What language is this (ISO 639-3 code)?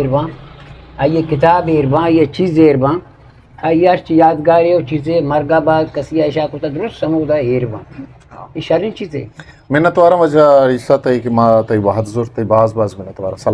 bgp